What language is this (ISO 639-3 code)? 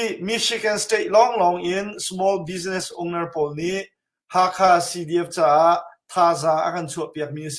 cnh